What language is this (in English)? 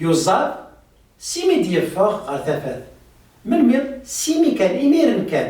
Kabyle